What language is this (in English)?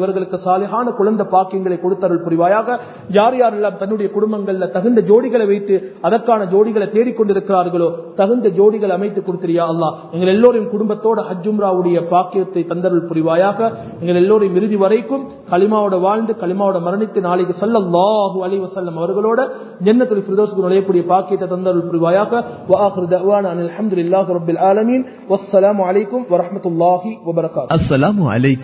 Tamil